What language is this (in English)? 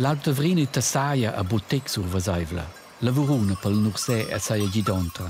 Romansh